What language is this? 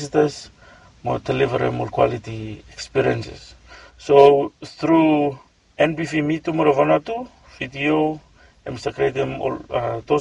Bislama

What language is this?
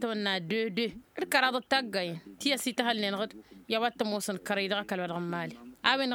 Tamasheq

